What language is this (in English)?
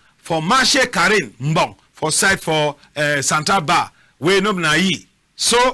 Cameroon Pidgin